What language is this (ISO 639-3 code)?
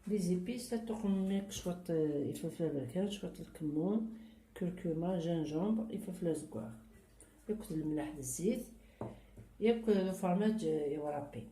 kab